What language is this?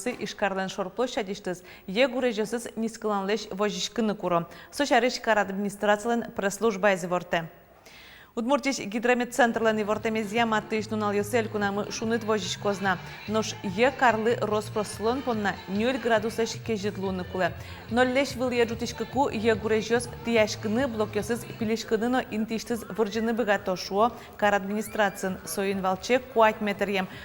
Udmurt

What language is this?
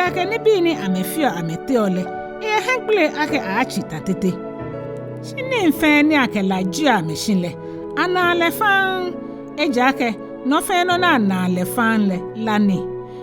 Ga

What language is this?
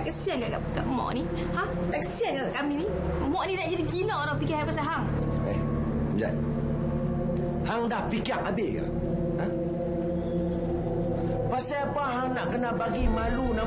Malay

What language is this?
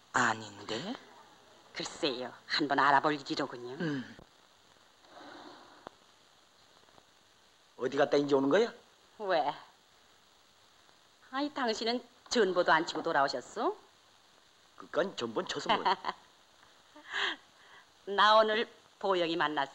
Korean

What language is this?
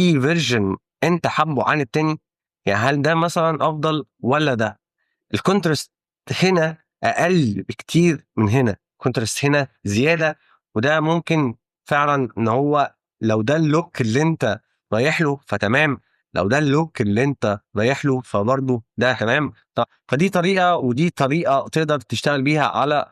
Egyptian Arabic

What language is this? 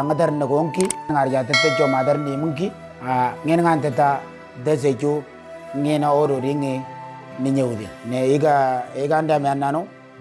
Moro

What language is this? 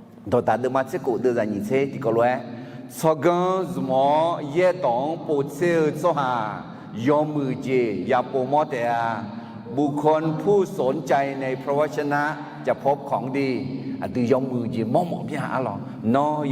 Akha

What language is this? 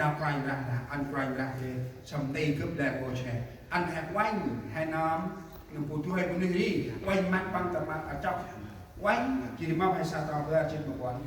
Central Mnong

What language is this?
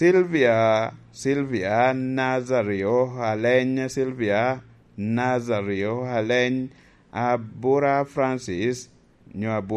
Lango (Uganda)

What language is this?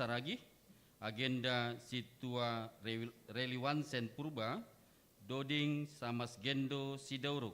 Batak Simalungun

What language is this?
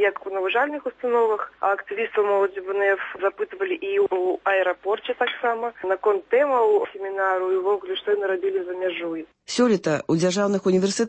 Belarusian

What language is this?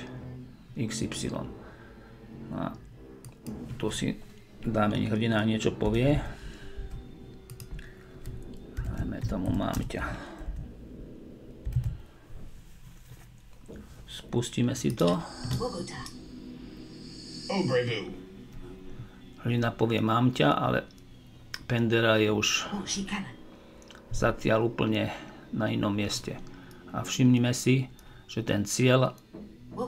Slovak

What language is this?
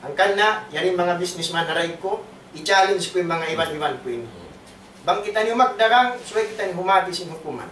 Tausug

